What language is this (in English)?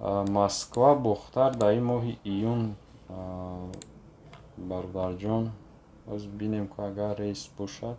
Tajik